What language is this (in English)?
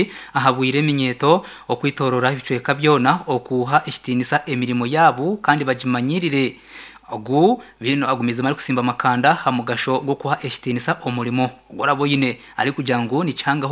Nyankole